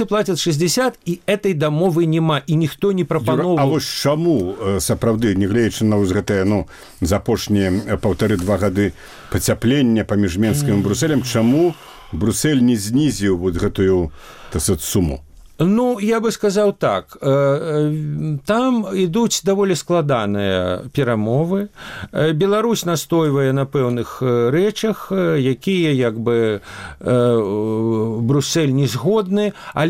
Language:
Belarusian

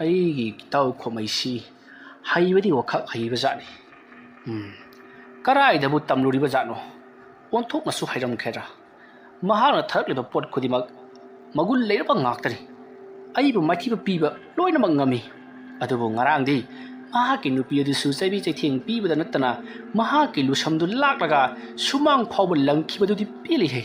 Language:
Manipuri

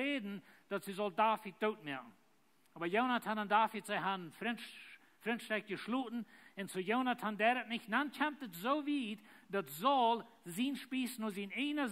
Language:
Plautdietsch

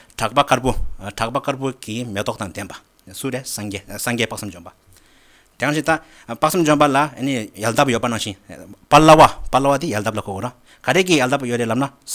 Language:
Tibetan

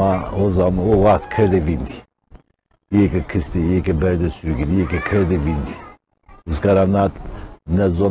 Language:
Zaza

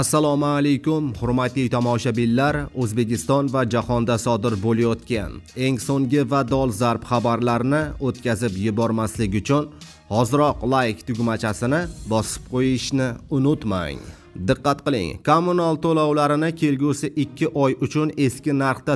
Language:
Uzbek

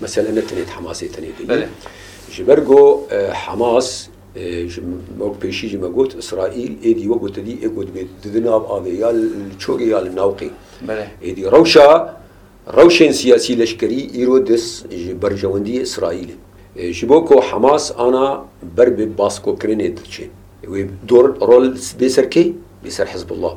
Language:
Kurdish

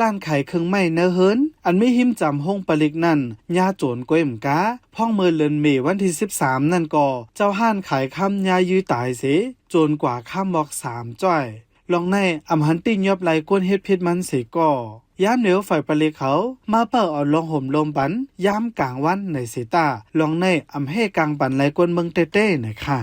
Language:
Shan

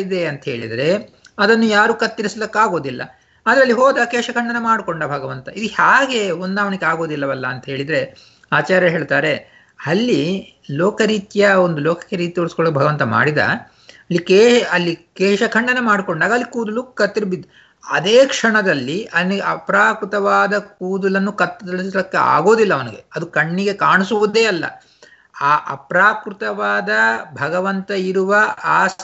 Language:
Kannada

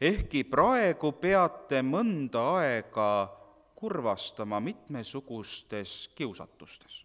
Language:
Estonian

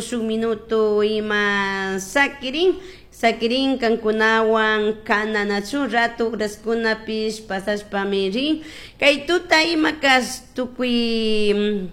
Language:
Chimborazo Highland Quichua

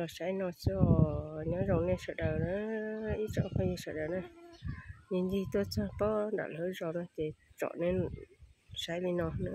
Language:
Hmong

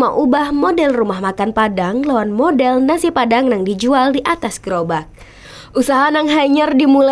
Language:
Banjar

